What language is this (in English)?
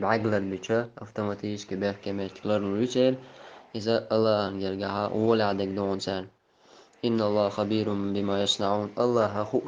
Chechen